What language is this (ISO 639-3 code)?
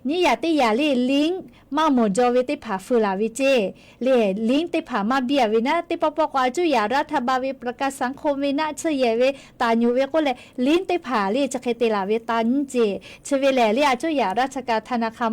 lhu